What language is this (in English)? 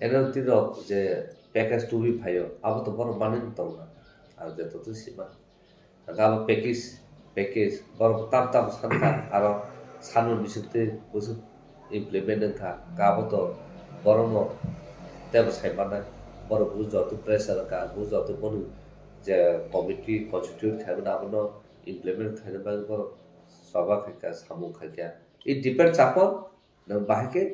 Kok Borok